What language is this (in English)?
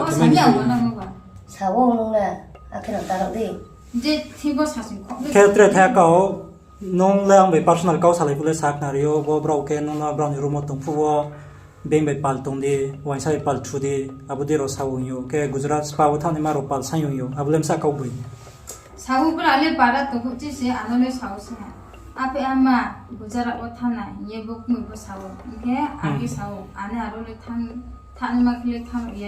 Riang (India)